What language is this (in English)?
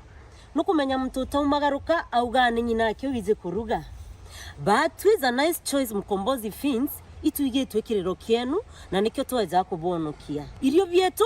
Meru